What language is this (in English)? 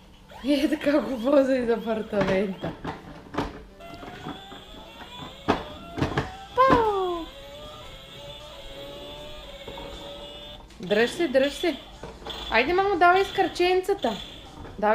Bulgarian